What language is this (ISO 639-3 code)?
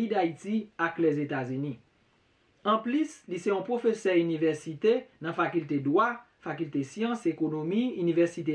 hat